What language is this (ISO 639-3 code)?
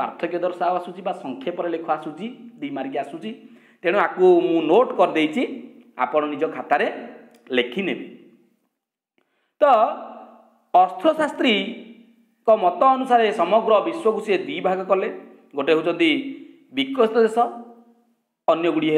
ori